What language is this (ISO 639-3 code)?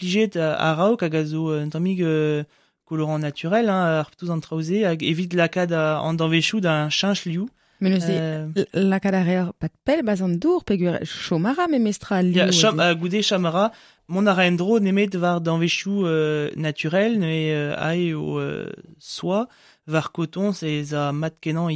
bre